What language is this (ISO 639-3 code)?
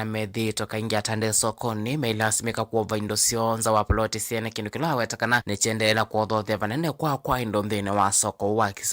kam